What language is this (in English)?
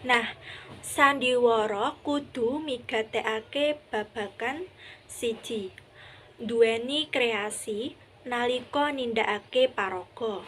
Javanese